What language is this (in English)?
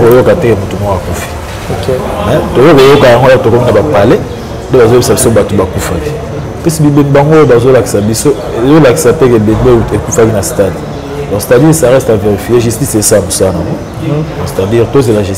Lingala